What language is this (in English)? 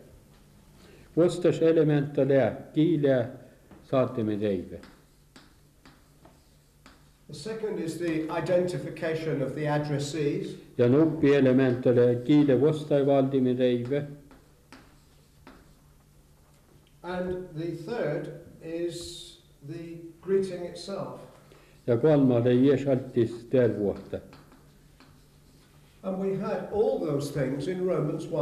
Finnish